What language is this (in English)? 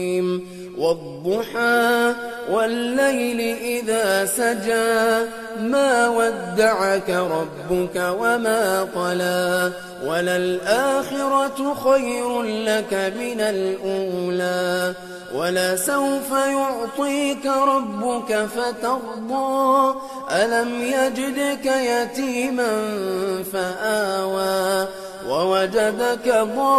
Arabic